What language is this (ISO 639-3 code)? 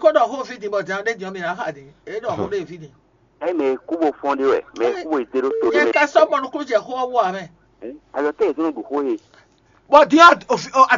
fon